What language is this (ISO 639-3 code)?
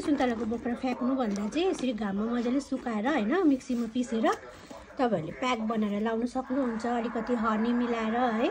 nep